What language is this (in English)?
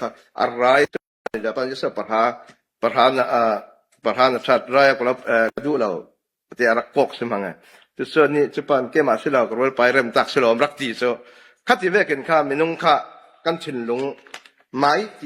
Falam Chin